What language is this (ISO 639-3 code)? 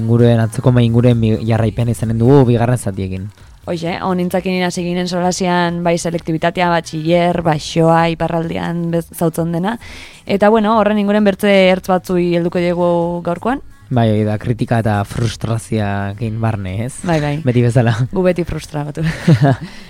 eus